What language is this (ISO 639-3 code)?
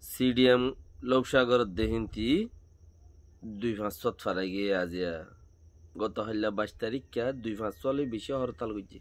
rhg